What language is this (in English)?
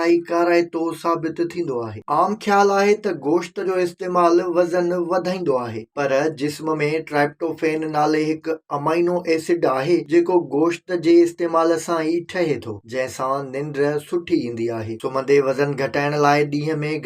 Sindhi